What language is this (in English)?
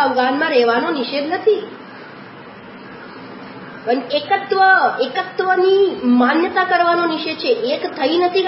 Gujarati